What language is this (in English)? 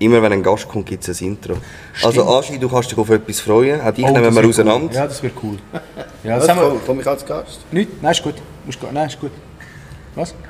Swiss German